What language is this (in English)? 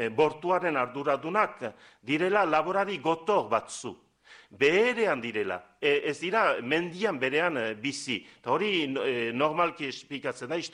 Basque